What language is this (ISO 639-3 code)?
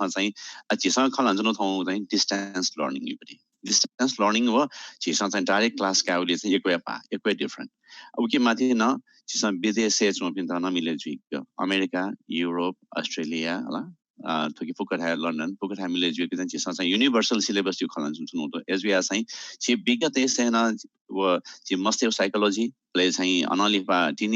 new